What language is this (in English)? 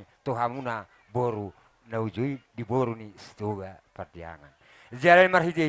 Batak Toba